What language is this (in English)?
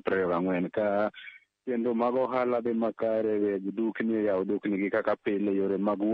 Luo (Kenya and Tanzania)